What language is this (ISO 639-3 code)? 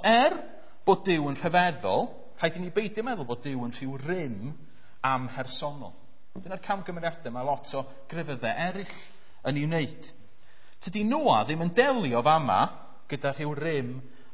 cym